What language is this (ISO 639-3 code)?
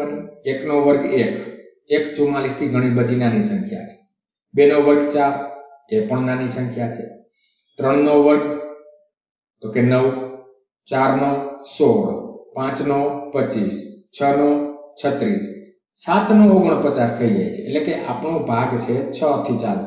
guj